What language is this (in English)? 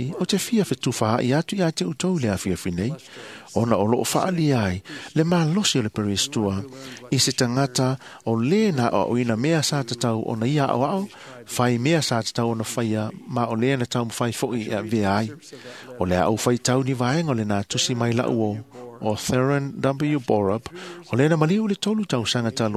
Samoan